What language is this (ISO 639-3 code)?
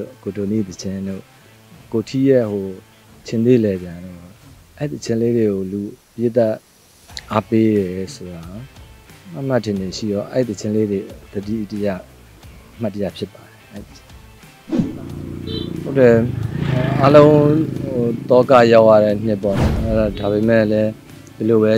mya